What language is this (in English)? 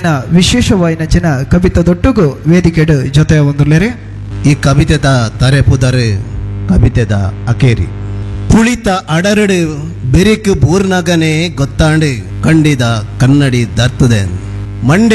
Tulu